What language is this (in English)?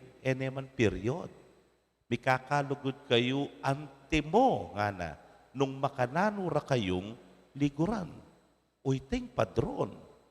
Pampanga